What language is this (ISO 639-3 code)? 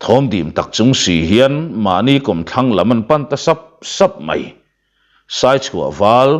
lus